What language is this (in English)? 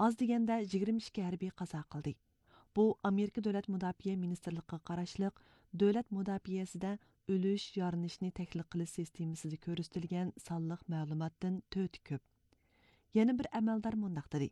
Uyghur